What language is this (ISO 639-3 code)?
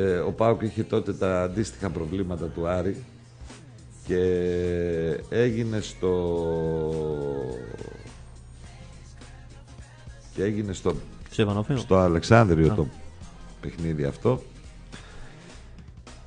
ell